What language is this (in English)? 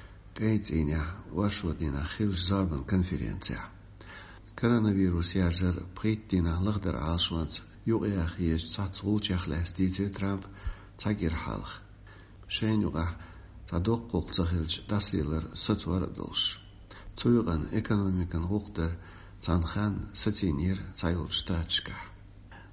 Chechen